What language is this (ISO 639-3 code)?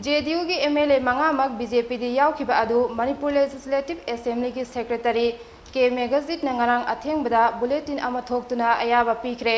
mni